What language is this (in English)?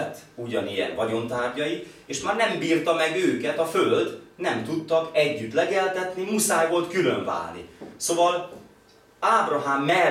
Hungarian